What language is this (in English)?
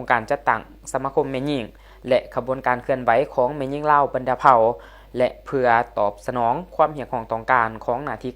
Lao